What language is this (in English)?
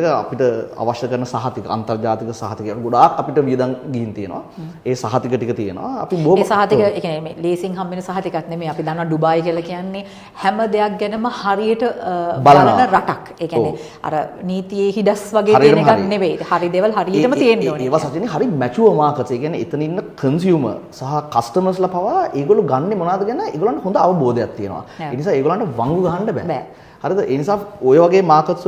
Sinhala